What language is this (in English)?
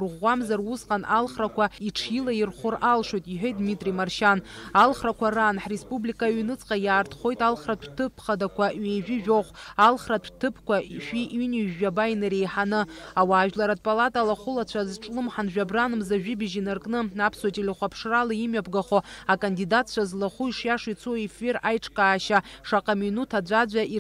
Abkhazian